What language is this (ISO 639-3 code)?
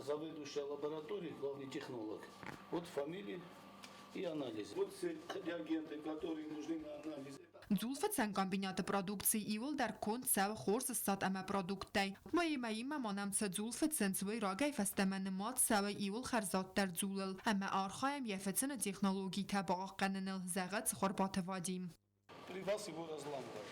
oss